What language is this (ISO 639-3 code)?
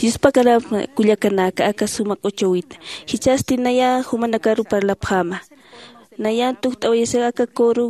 aym